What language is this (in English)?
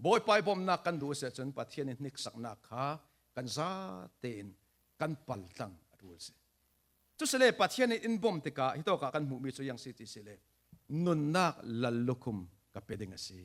Falam Chin